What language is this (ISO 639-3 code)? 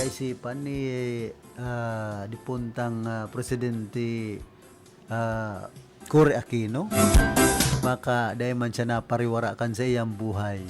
bik